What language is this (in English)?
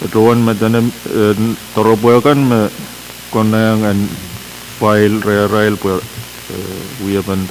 Pohnpeian